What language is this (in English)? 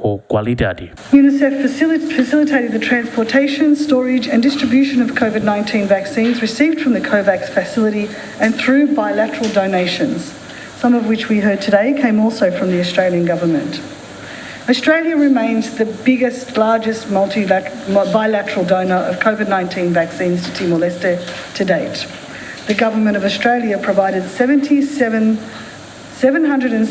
Tetum